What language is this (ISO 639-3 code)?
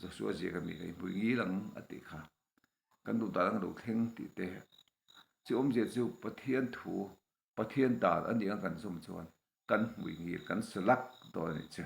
lus